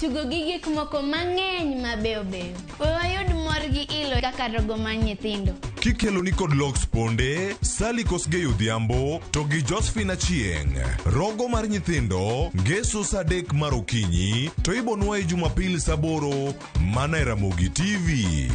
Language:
Luo (Kenya and Tanzania)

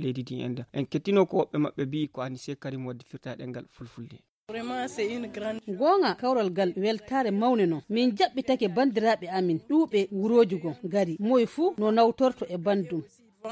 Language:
Fula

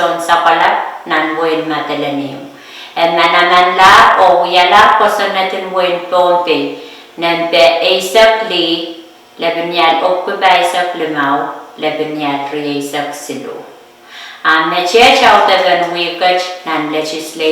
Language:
Pohnpeian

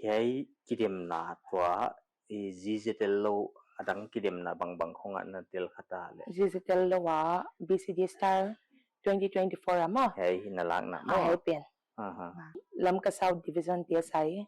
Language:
Paite Chin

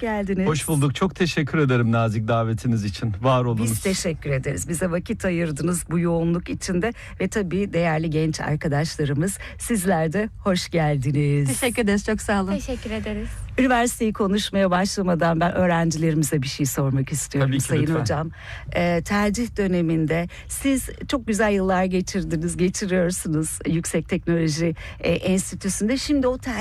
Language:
Turkish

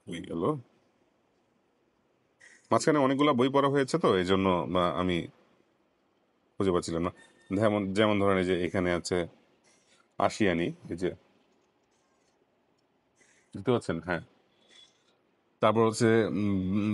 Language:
Bangla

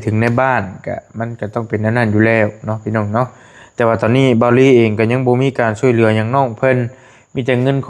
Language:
Lao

